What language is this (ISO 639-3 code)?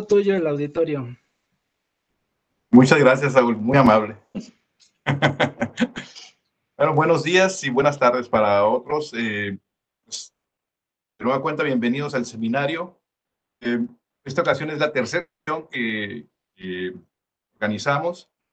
spa